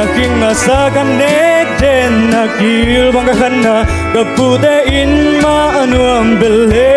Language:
Tedim Chin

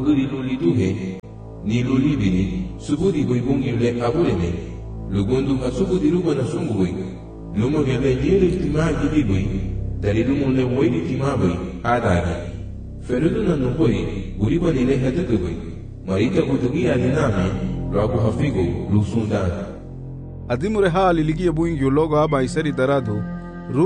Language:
Garifuna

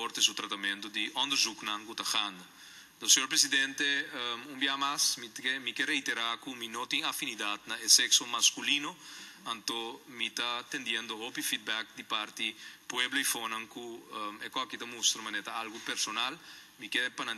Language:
Papiamento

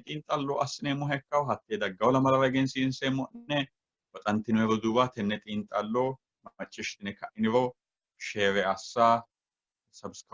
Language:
Sidamo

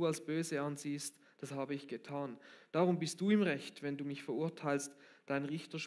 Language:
Swiss German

